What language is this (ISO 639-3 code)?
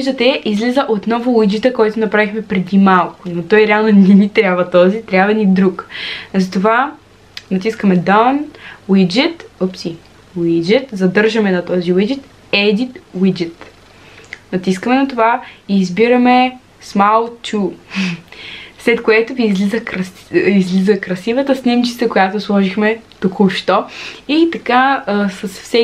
bul